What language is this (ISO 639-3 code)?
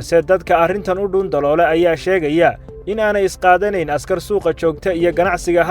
som